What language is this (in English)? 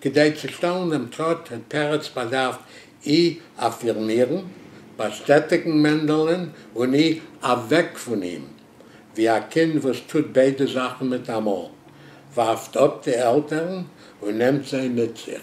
Yiddish